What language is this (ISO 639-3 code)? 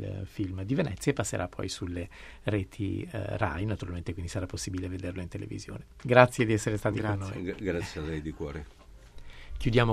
ita